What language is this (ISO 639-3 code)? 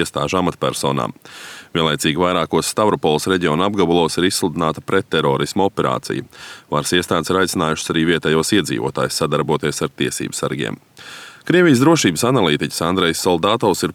lav